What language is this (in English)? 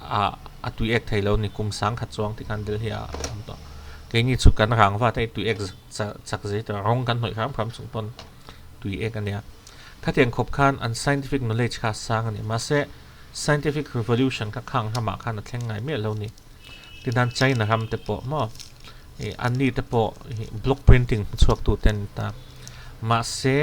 Mizo